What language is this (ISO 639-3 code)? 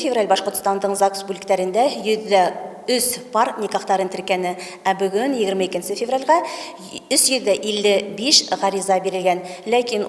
bak